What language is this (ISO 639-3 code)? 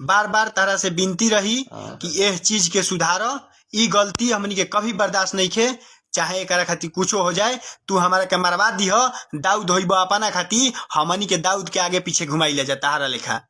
bho